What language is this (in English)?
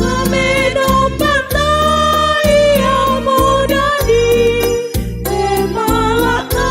Toraja-Sa'dan